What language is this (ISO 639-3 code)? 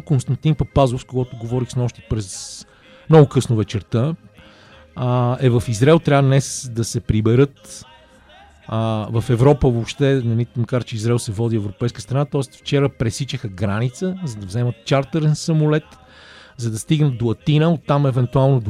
bul